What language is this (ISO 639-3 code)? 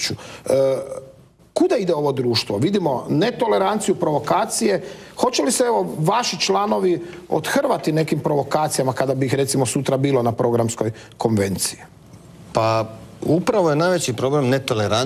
hrv